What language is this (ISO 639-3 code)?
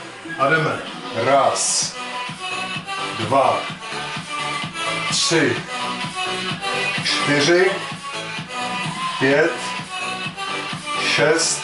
ces